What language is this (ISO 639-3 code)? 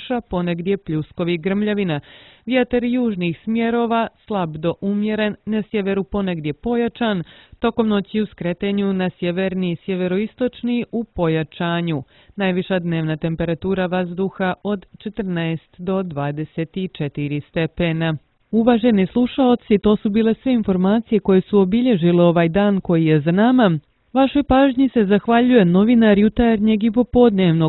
srp